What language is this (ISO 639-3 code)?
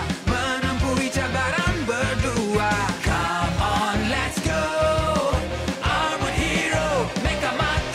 msa